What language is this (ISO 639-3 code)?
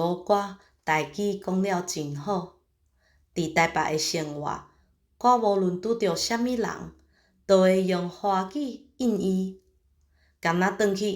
nan